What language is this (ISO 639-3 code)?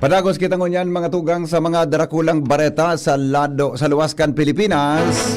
bik